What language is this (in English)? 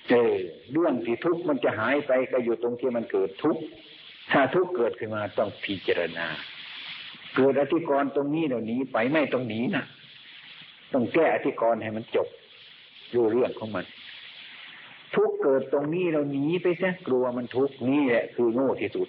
Thai